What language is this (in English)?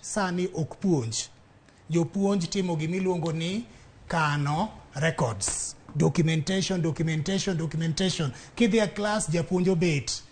Luo (Kenya and Tanzania)